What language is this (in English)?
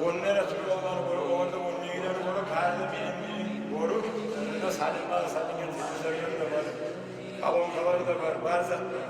Kumyk